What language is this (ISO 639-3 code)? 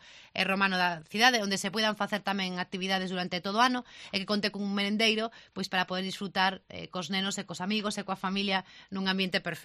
glg